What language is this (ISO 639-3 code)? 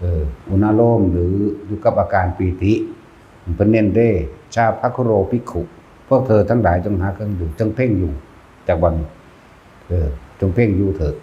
tts